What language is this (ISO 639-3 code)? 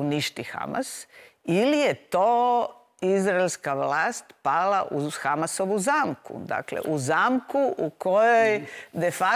hrv